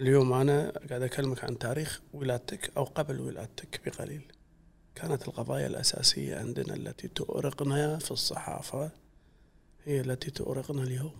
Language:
Gulf Arabic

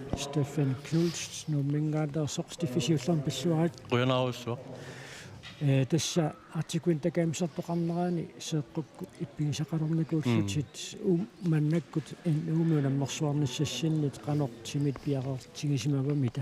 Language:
Kalaallisut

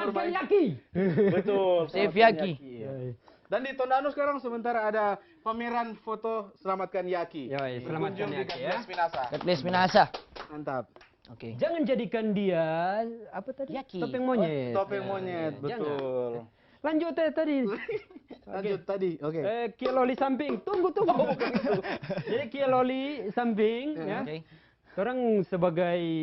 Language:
Manado Malay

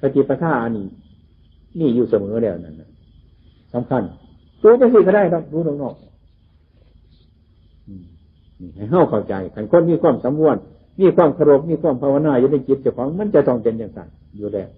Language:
Northeastern Thai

